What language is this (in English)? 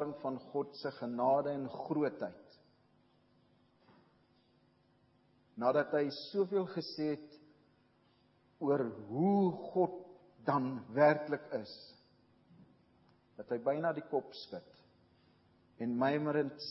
Afrikaans